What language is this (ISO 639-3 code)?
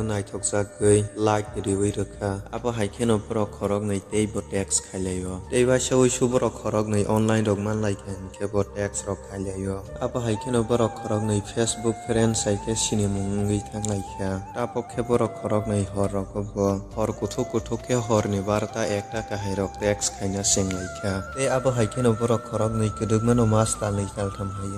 trp